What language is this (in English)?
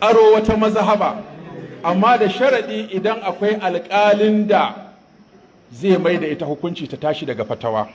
Hausa